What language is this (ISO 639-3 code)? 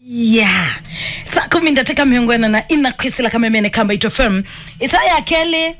kam